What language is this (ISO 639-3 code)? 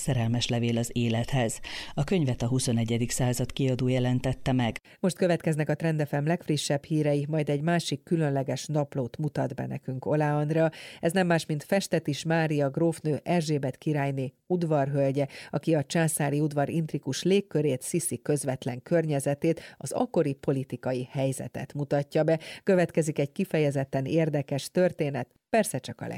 hun